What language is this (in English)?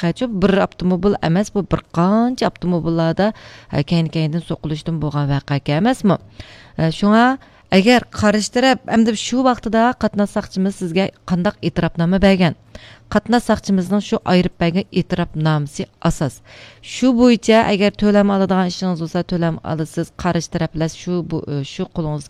Uyghur